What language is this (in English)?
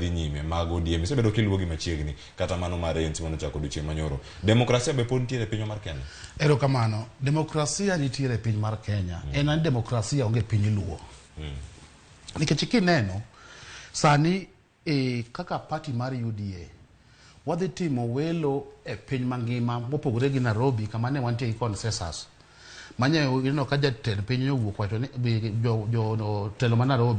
Luo (Kenya and Tanzania)